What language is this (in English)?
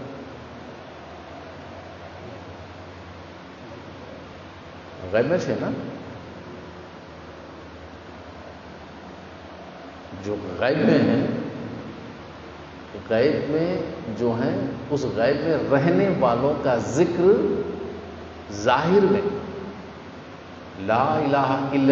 Urdu